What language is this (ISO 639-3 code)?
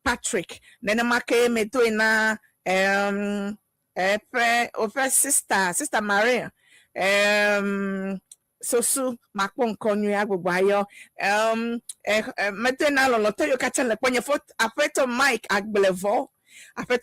ewe